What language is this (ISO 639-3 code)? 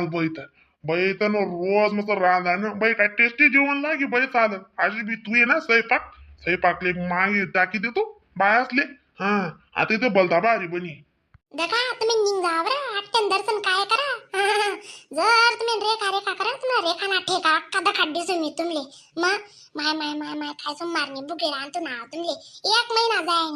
khn